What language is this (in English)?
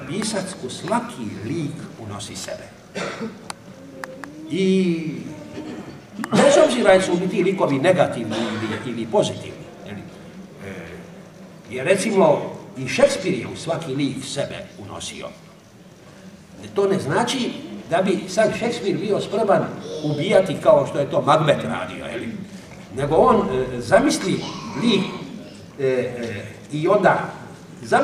Croatian